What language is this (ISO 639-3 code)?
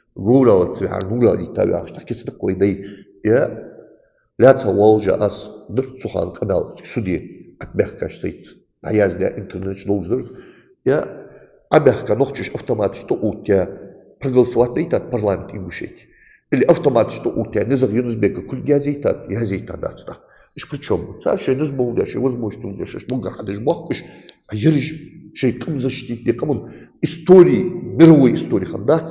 inh